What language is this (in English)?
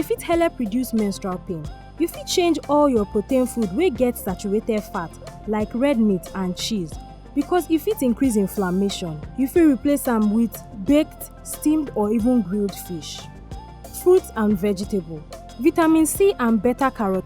Nigerian Pidgin